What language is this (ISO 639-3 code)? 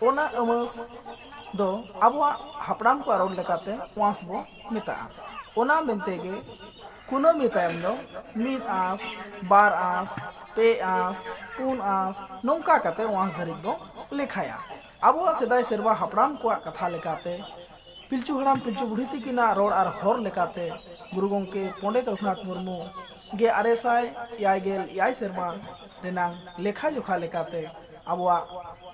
sat